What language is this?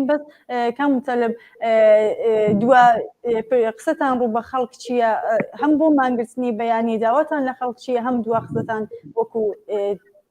Central Kurdish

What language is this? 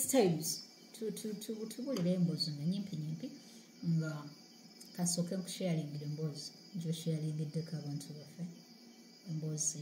Ganda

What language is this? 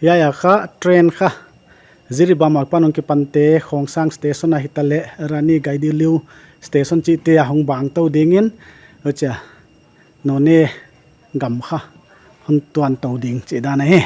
Paite Chin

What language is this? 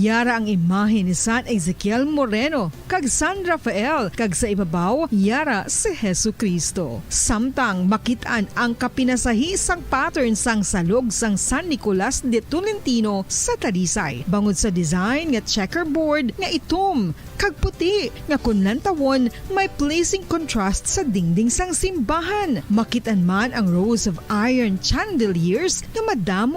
Hiligaynon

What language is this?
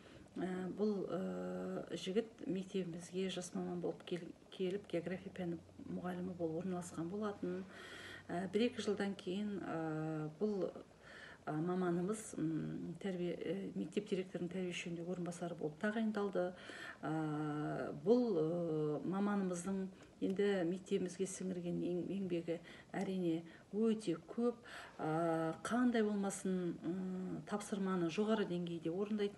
Kazakh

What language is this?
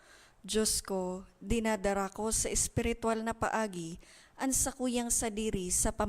Bikol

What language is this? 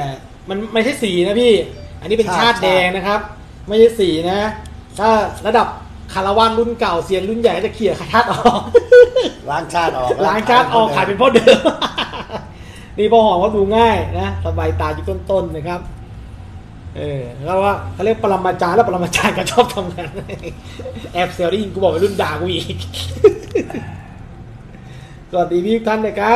Thai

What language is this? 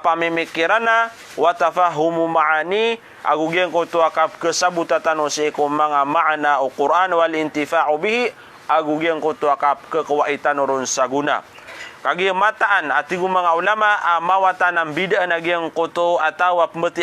Maranao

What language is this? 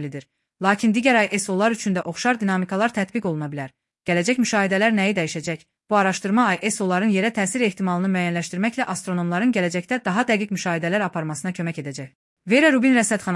Azerbaijani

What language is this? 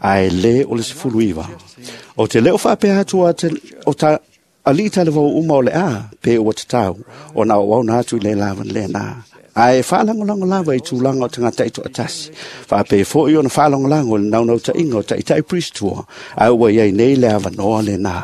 Samoan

